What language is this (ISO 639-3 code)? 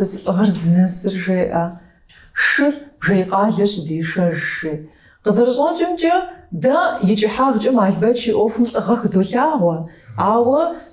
kbd